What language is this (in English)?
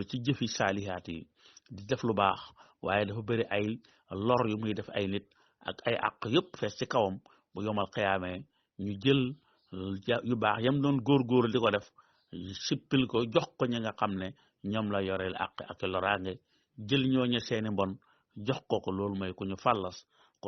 Wolof